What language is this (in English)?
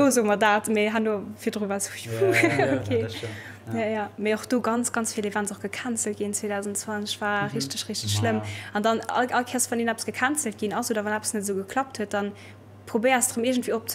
Luxembourgish